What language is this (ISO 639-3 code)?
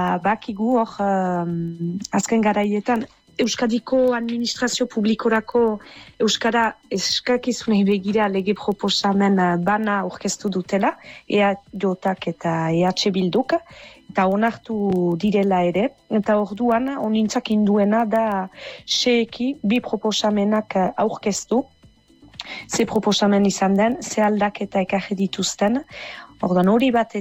eus